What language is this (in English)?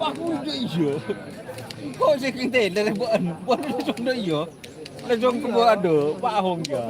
Madurese